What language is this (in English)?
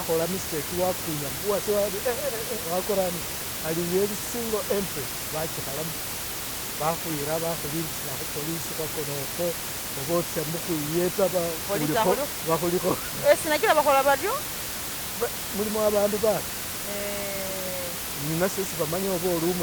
Masaaba